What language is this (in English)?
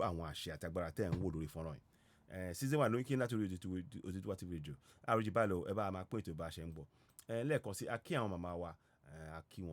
Yoruba